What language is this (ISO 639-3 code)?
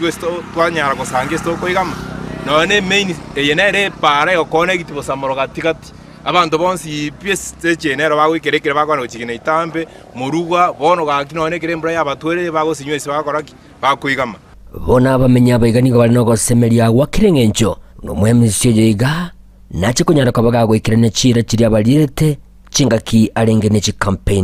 guz